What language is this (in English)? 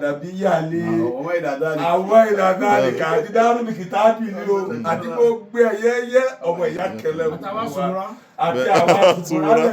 Yoruba